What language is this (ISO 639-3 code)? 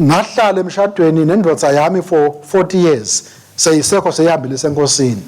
ssw